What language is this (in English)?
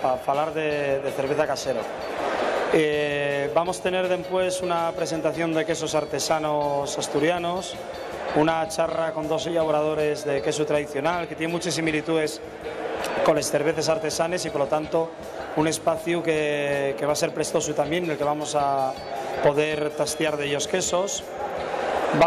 Asturian